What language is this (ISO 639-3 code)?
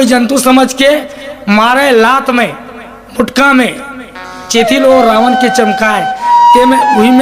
hne